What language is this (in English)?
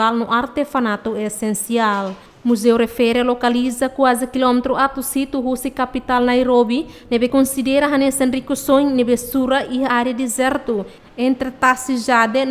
Tetum